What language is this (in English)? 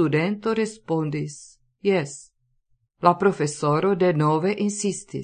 Esperanto